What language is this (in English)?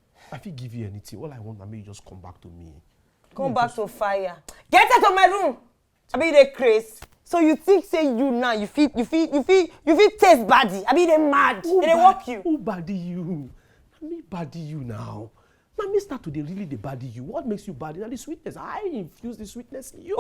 Nigerian Pidgin